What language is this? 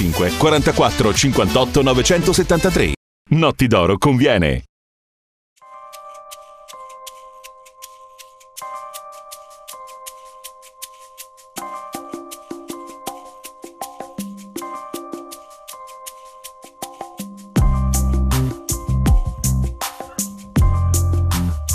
Italian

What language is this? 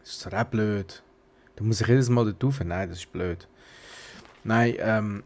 Swiss German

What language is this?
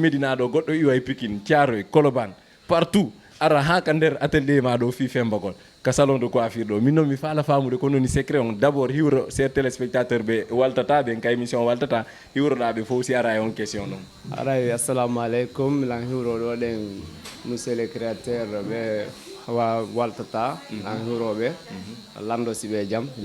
Fula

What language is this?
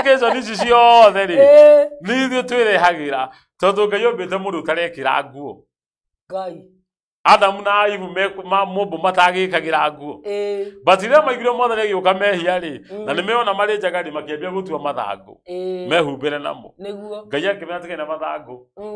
Kikuyu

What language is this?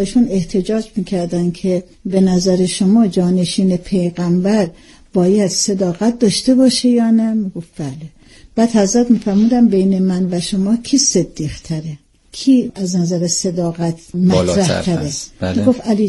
Persian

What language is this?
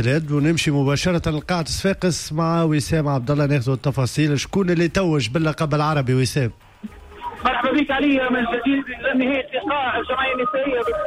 Tunisian Arabic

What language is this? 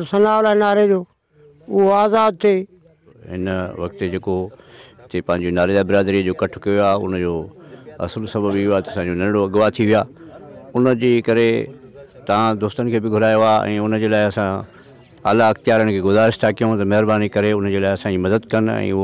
Sindhi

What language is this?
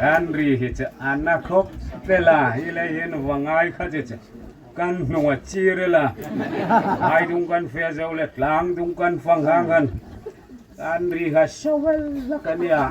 Hmar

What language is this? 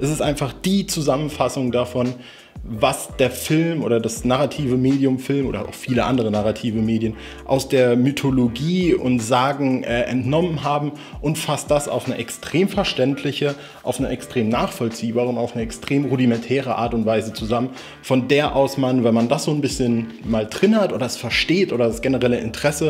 German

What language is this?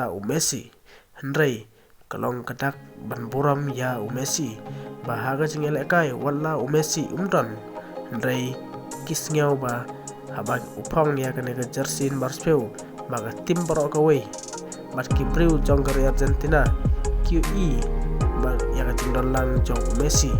Khasi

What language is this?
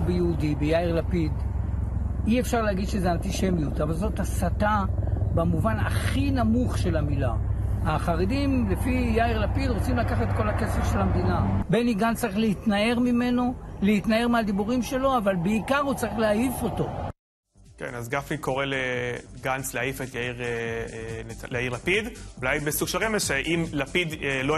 Hebrew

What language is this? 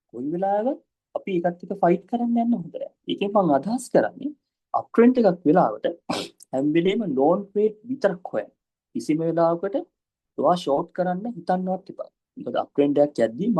Sinhala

